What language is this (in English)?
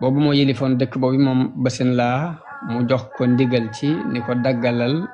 Wolof